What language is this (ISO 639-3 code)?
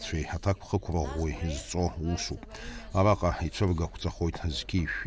abk